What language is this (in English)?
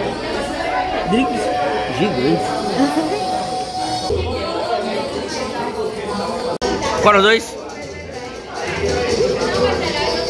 Portuguese